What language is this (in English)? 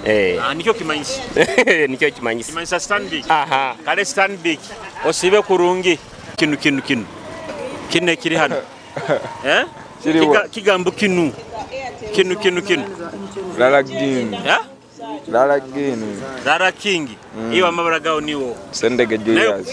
Nyoro